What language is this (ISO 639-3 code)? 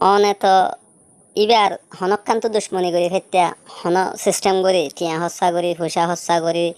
rhg